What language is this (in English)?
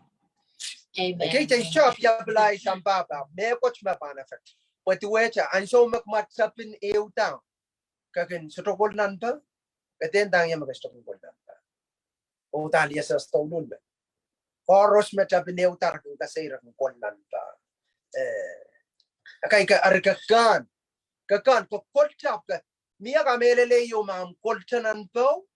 Pohnpeian